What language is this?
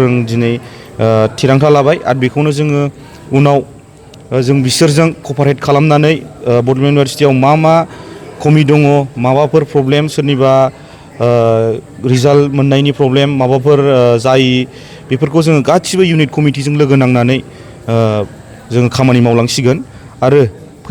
Bodo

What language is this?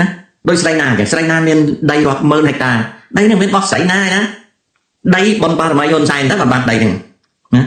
Khmer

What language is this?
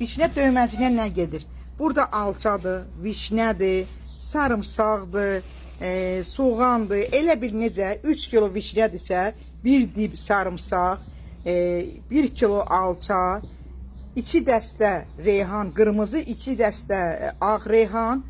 Azerbaijani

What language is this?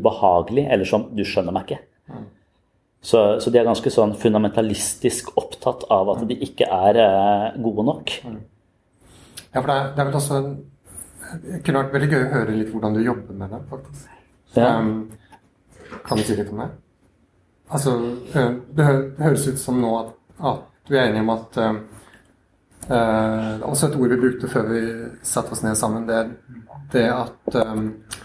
Norwegian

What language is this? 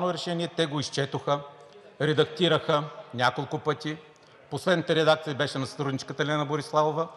Bulgarian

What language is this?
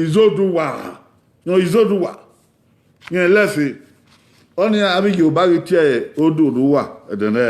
Bini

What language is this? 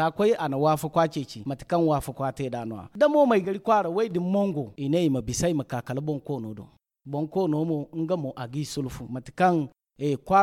Zarma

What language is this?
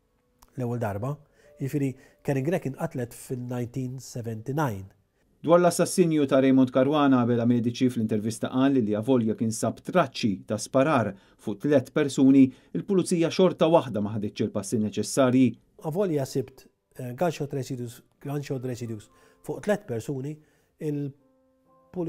Maltese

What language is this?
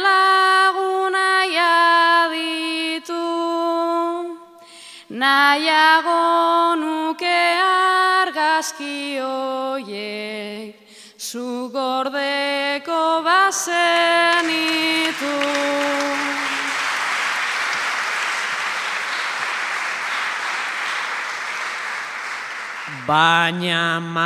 Basque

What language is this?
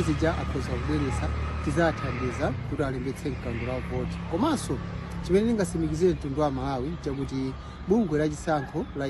Nyanja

